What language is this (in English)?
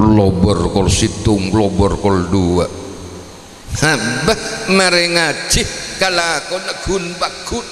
Madurese